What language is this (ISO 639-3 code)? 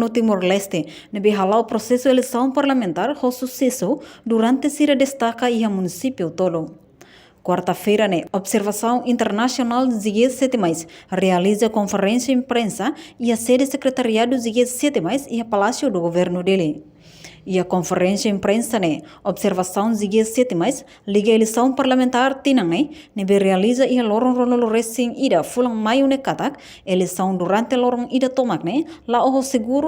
tet